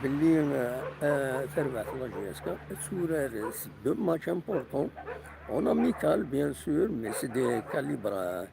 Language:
Kabyle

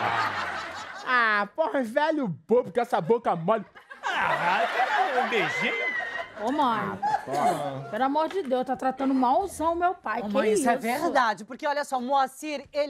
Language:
Portuguese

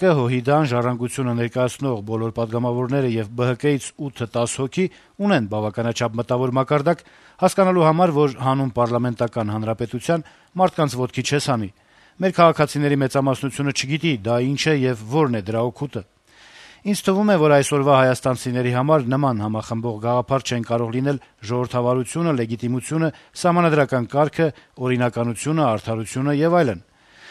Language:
Armenian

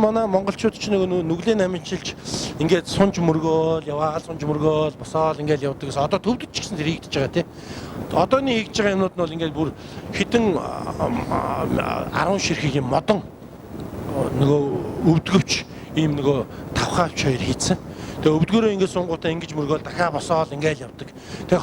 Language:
Mongolian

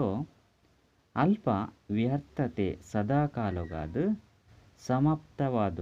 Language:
Tulu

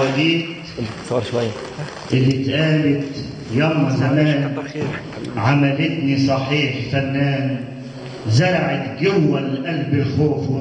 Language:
Egyptian Arabic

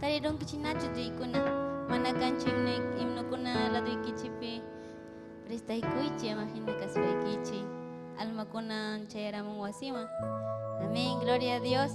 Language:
Ayacucho Quechua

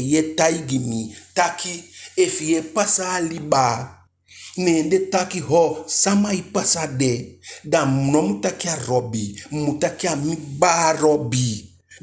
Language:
Eastern Maroon Creole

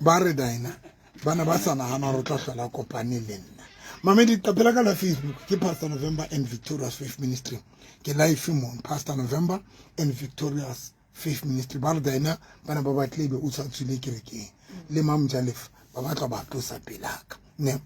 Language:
Southern Sotho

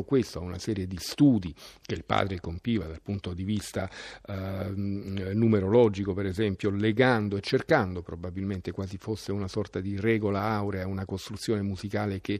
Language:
Italian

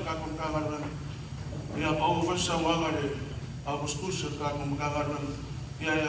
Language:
Samoan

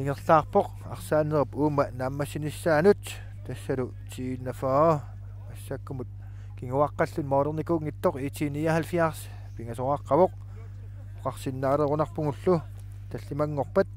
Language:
Kalaallisut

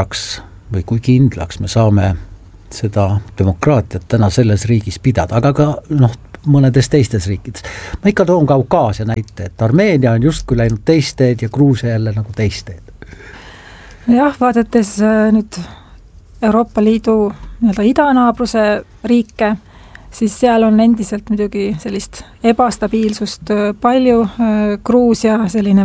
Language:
Estonian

